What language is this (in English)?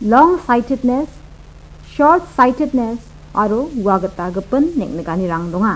Garo